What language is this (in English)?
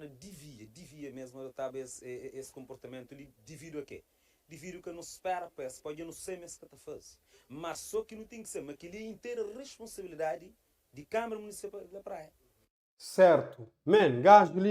Kabuverdianu